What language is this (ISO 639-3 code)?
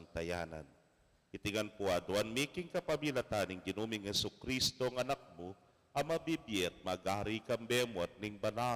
pam